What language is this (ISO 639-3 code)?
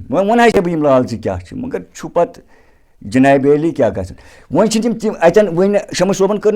kas